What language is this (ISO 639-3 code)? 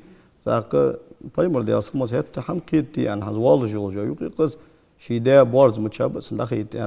inh